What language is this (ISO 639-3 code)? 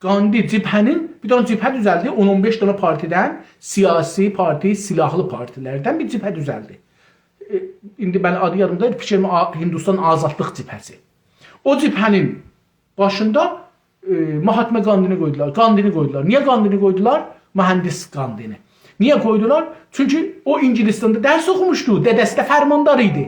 azb